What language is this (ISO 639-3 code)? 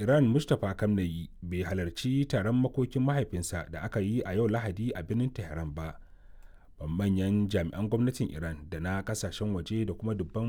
hau